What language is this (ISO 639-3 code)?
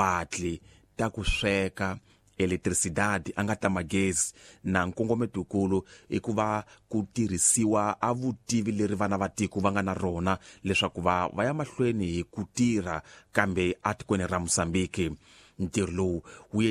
tso